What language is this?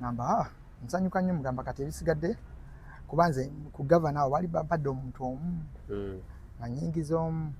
Ganda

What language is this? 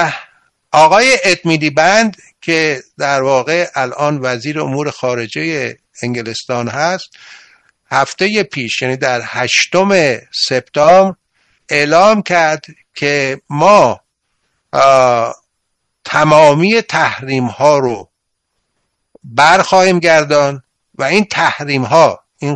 Persian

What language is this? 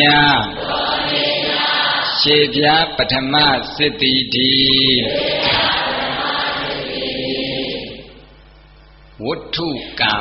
Burmese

